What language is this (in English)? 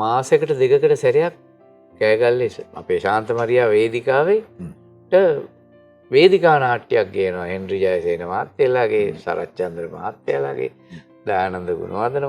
Sinhala